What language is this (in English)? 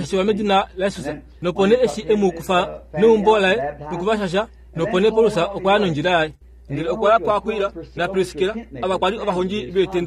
Kuanyama